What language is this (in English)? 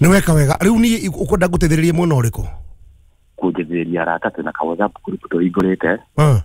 Kikuyu